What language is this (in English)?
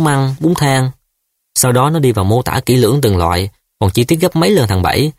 Vietnamese